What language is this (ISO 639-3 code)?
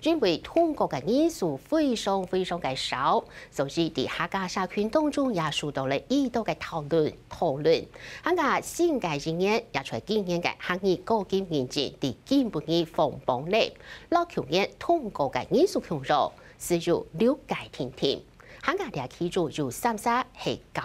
hak